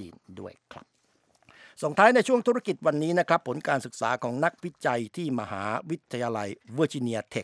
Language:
Thai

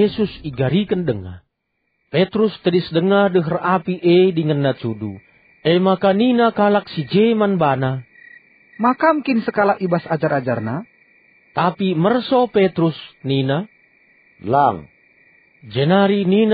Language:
Batak Karo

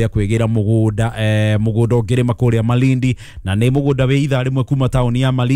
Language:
Kikuyu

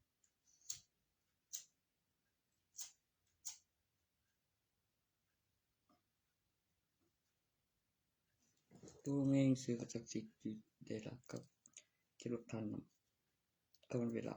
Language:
Northeastern Thai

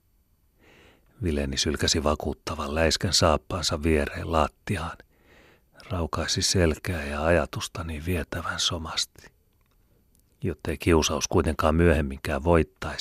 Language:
Finnish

